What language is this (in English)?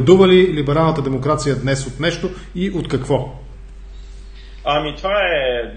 Bulgarian